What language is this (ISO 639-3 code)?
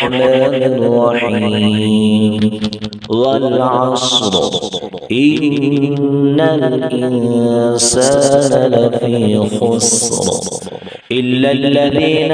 ara